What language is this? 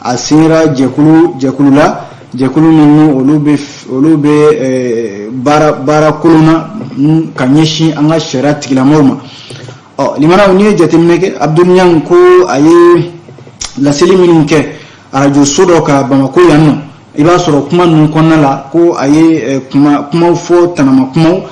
Bambara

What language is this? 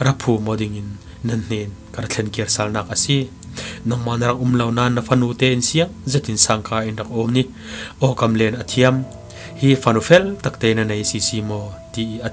Falam Chin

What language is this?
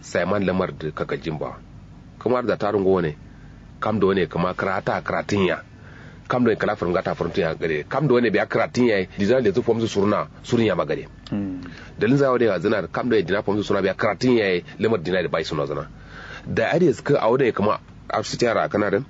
Kanuri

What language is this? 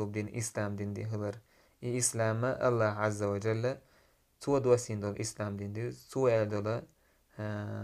Chechen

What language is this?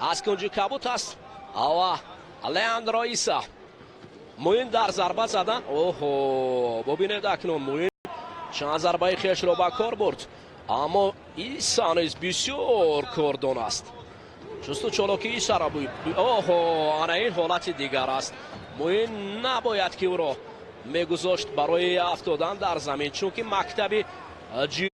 Tajik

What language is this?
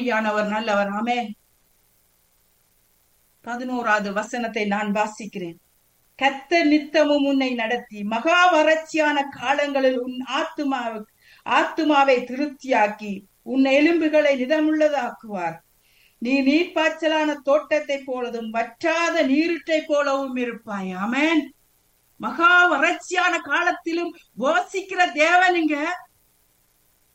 Tamil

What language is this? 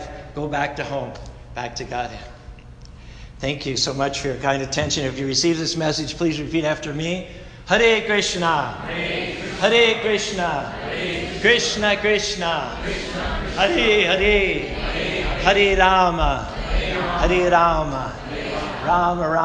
English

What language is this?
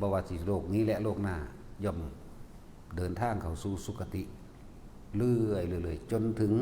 Northeastern Thai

